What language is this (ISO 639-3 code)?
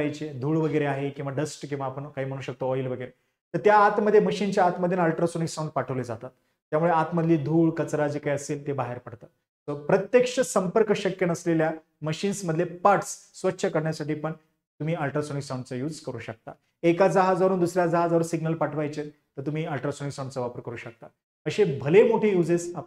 mar